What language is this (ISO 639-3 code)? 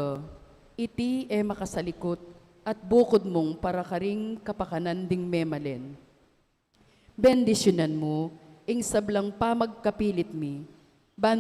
pam